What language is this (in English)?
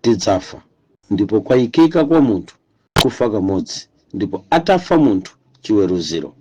Nyanja